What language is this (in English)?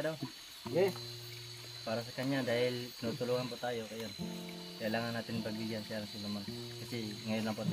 Filipino